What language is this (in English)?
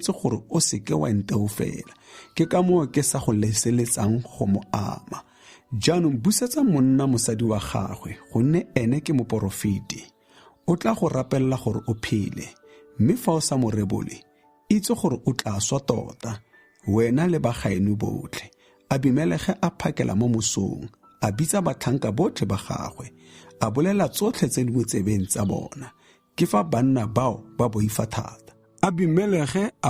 Tswana